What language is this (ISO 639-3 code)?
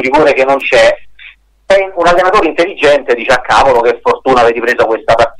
ita